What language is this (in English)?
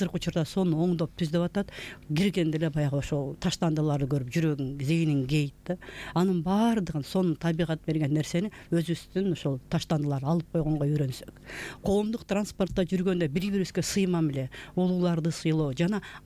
Kyrgyz